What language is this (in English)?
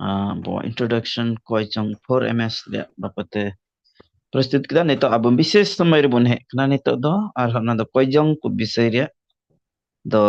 Santali